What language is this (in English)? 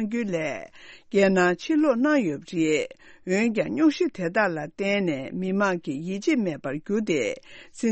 Tibetan